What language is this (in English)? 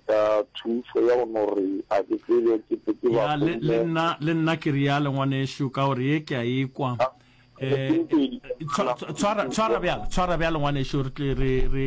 Northern Sotho